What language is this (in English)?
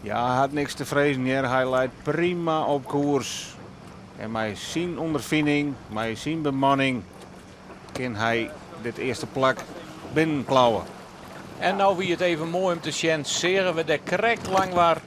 Western Frisian